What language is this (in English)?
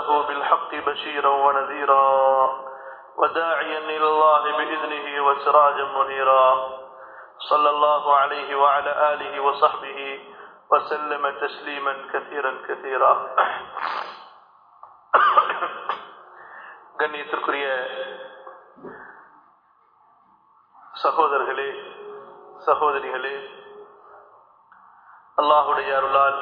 Tamil